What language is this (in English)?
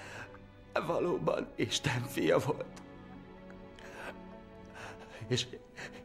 Hungarian